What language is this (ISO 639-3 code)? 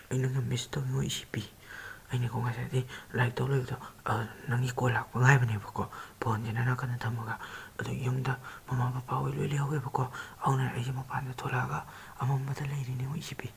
mni